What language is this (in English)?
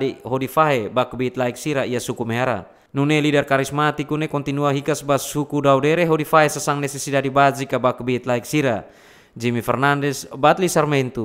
Tetum